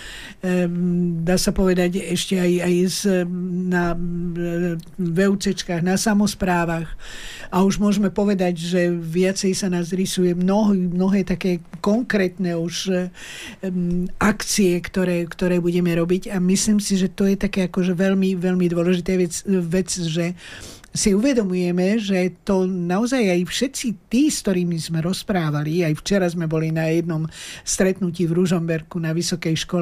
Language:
Slovak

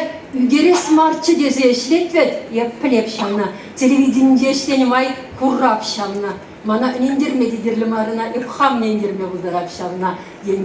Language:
Chuvash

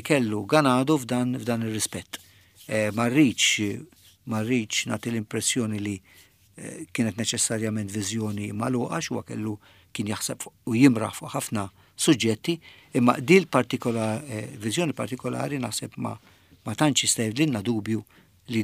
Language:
Maltese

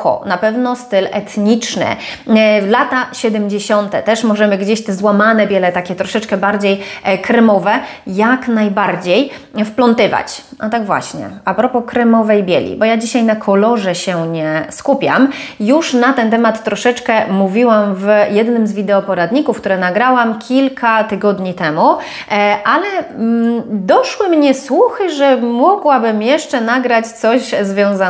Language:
Polish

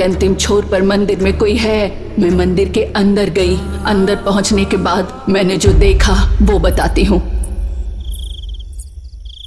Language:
Hindi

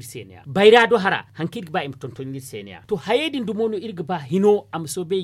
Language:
Zarma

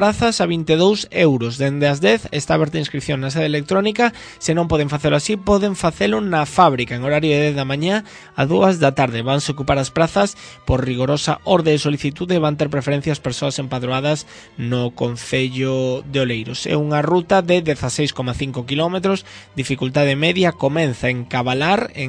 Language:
Galician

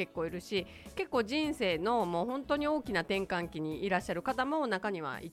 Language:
Japanese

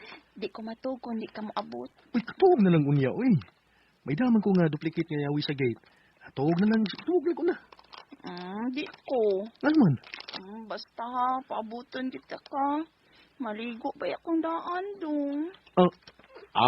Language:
Cebuano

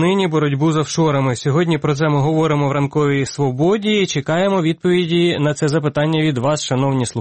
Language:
Ukrainian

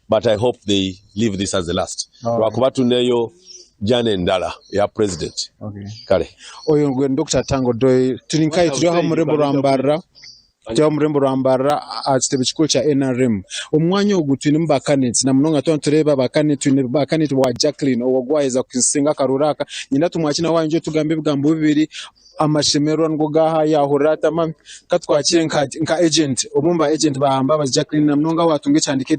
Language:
Nyankole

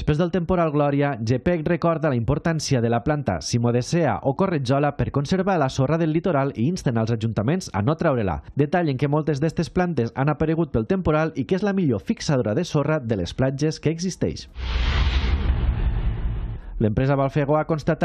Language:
Catalan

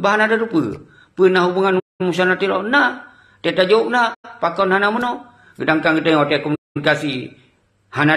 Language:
Achinese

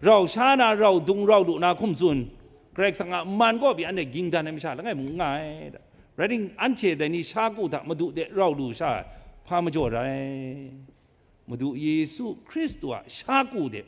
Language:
Kachin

